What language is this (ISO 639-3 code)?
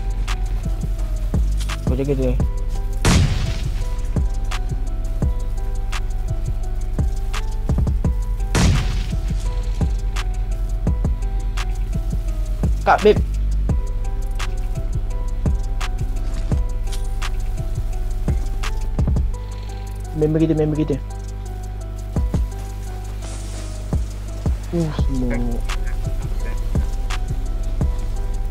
msa